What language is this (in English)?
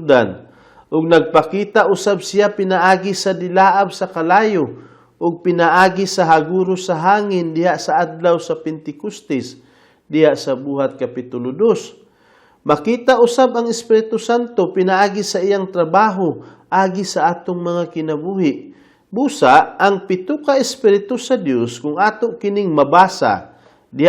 Cebuano